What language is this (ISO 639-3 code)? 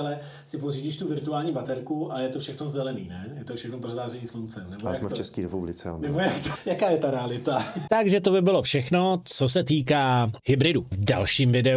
ces